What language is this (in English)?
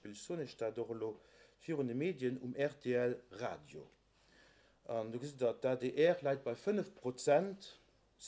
Luxembourgish